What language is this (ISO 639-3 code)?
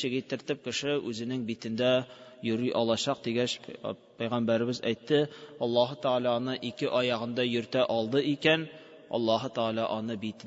tat